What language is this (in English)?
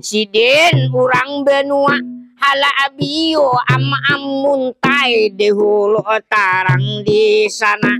Banjar